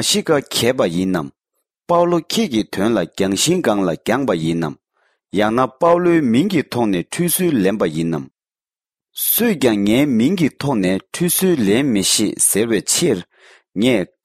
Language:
Tibetan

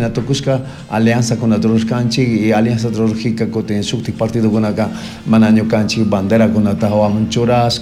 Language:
Chimborazo Highland Quichua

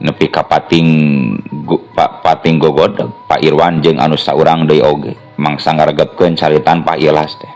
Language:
Sundanese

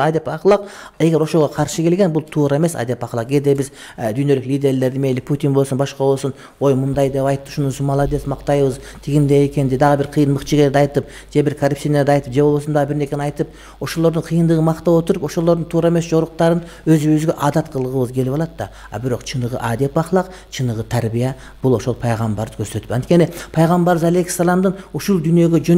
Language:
Kyrgyz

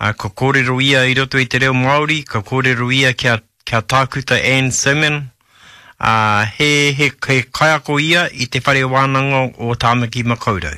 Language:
Māori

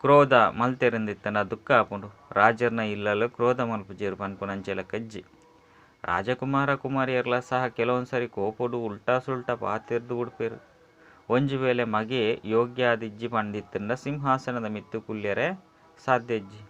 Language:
Tulu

